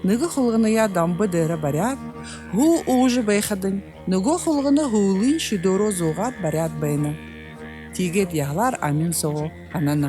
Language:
Buriat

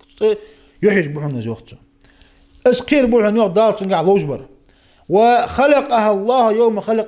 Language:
Ingush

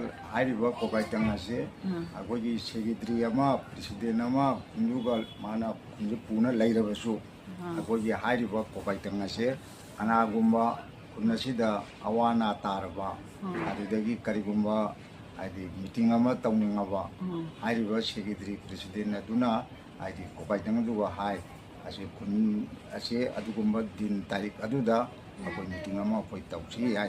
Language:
Manipuri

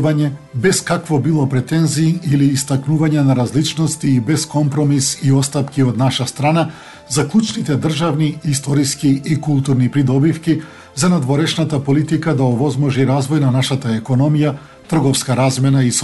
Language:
Macedonian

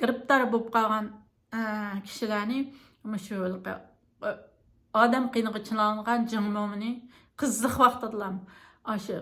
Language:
Uyghur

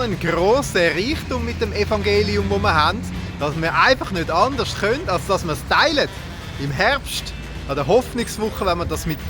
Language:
Swiss German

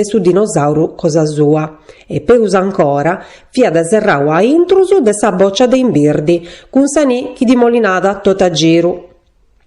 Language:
Sardinian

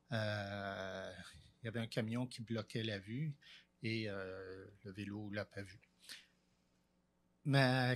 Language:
French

